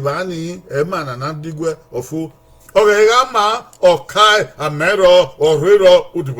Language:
Bini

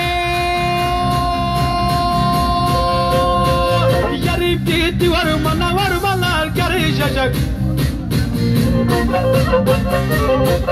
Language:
Turkish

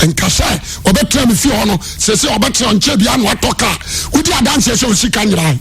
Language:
Akan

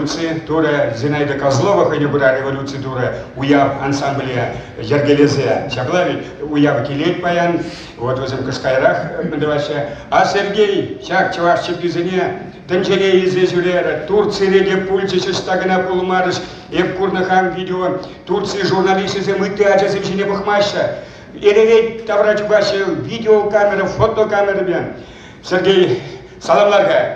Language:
Chuvash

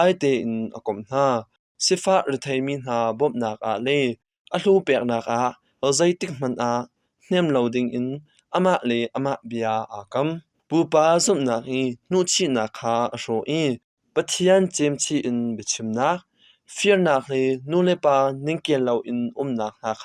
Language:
Hakha Chin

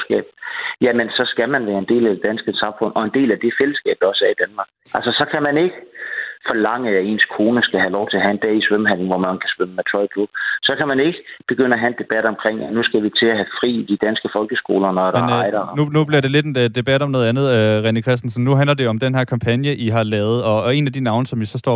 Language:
Danish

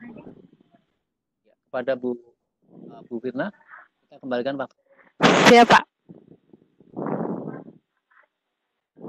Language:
Indonesian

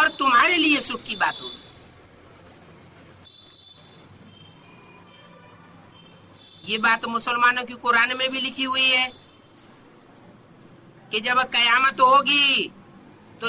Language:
Hindi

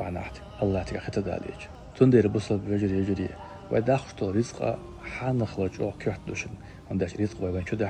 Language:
Chechen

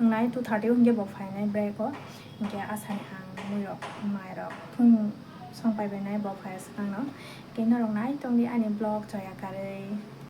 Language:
Kok Borok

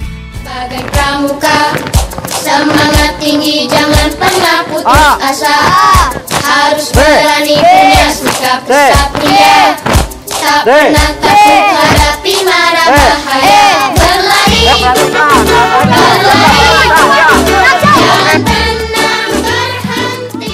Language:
Indonesian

